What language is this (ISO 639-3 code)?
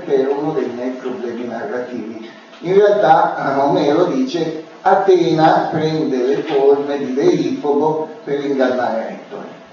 ita